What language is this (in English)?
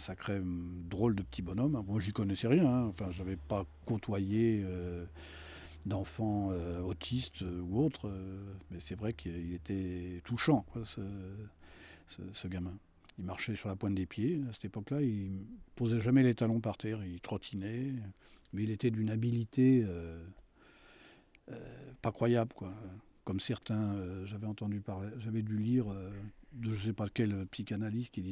French